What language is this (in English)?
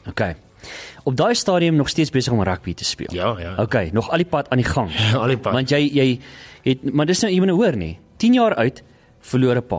Afrikaans